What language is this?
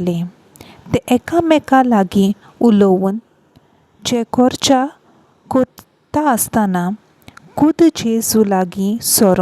Konkani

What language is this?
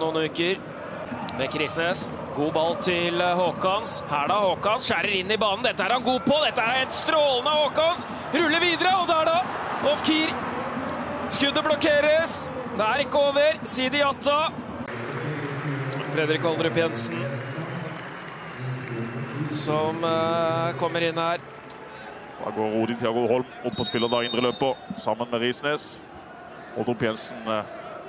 Norwegian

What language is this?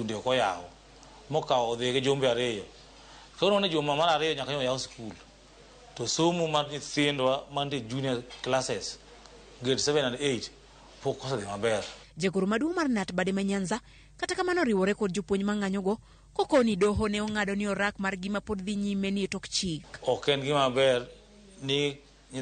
Luo (Kenya and Tanzania)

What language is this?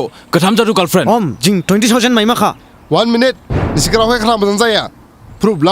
Dimasa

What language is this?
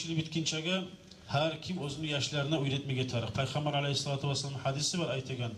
Kumyk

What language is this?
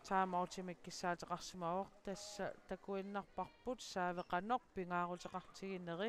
Kalaallisut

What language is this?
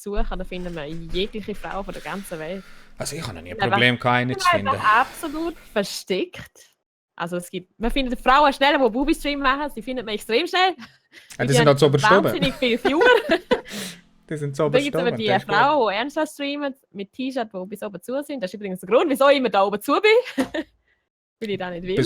Swiss German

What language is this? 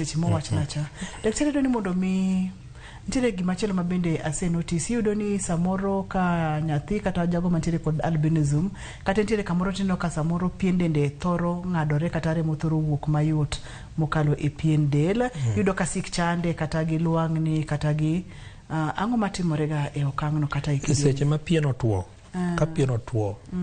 Luo (Kenya and Tanzania)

